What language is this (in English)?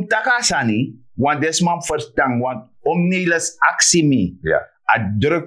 Sranan Tongo